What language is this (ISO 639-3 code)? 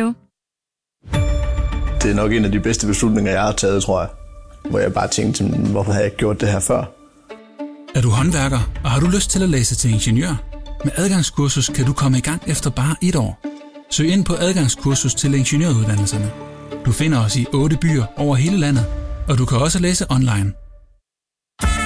dan